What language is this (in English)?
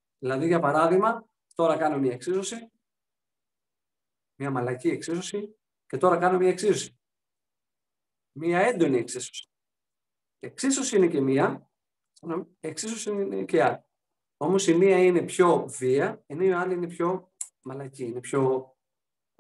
Greek